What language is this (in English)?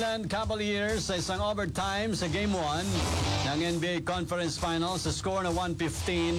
Filipino